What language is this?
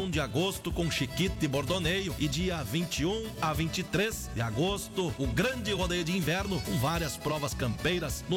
Portuguese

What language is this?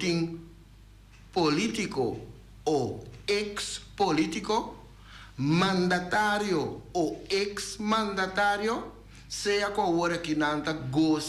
Papiamento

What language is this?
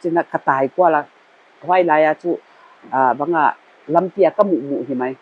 Paite Chin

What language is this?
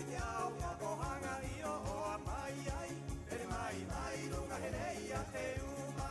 Rapanui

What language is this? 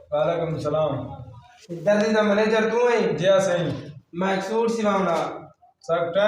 Saraiki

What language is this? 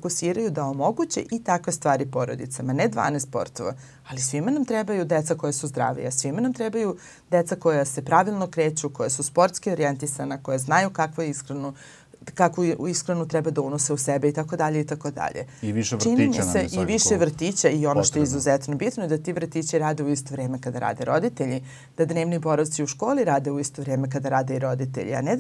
Serbian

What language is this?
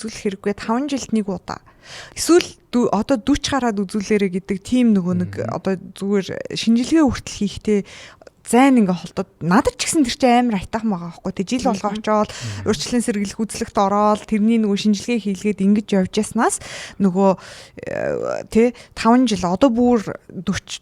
Mongolian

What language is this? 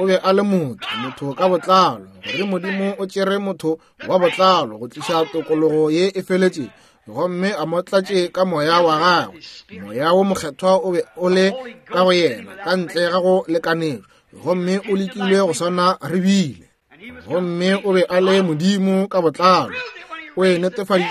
Northern Sotho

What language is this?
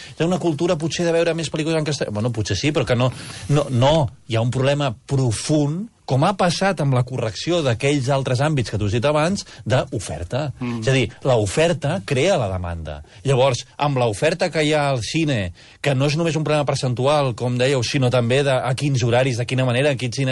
Catalan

